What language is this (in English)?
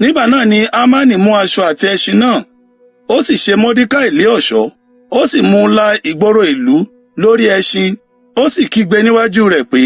Yoruba